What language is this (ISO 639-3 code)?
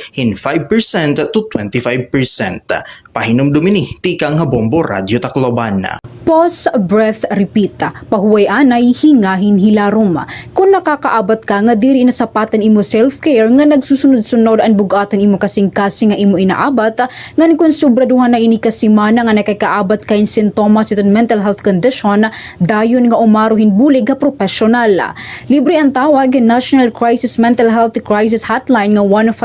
war